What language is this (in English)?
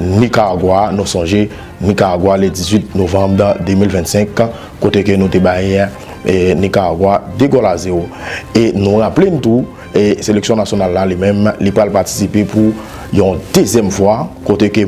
Haitian Creole